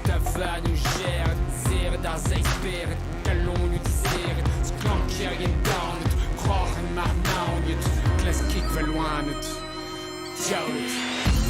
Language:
Breton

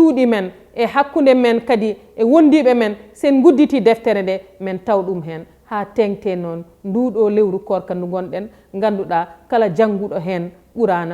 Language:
Fula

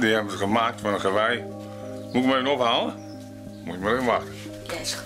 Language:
Western Frisian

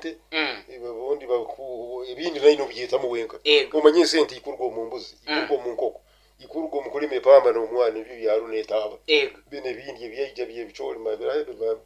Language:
Nyoro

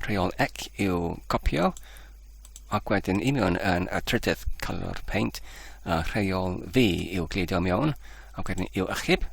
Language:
Welsh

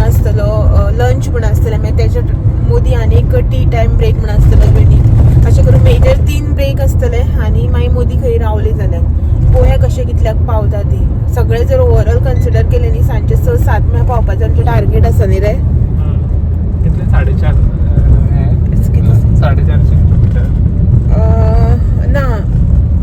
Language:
Konkani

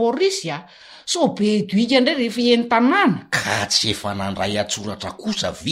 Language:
Malagasy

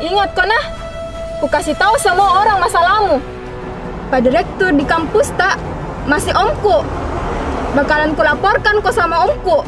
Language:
Makassar Malay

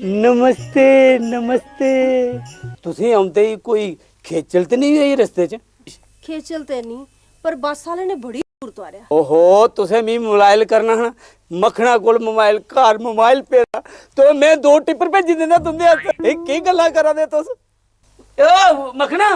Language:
Dogri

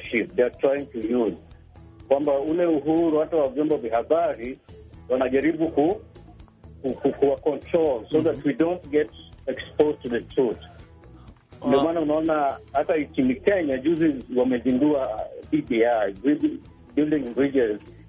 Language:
Swahili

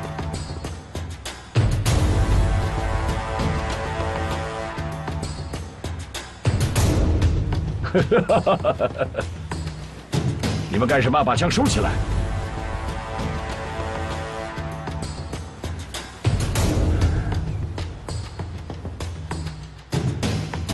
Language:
Chinese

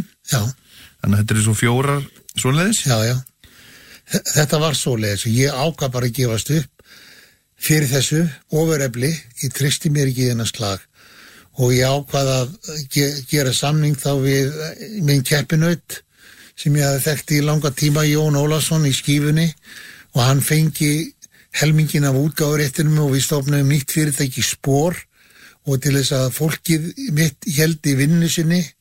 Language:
Icelandic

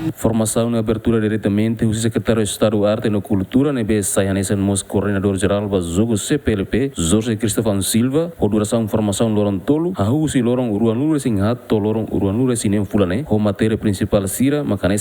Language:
Tetum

